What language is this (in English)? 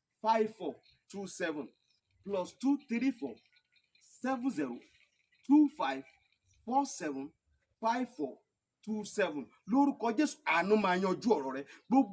Yoruba